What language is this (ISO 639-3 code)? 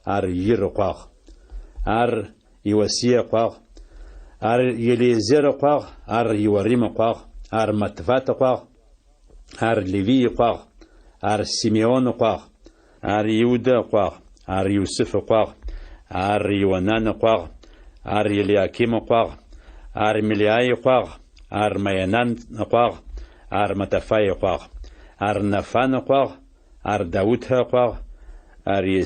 ady